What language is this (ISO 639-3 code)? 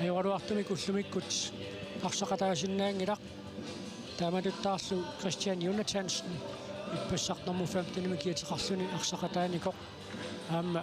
kal